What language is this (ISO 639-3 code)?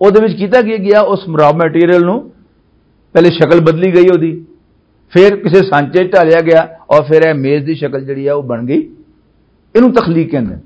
lah